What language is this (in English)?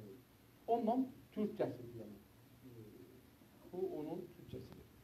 South Azerbaijani